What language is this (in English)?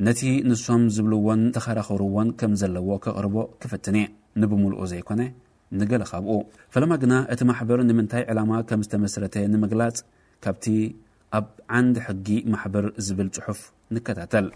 Tigrinya